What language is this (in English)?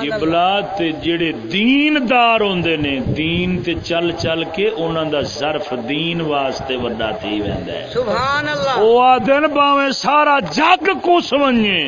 Saraiki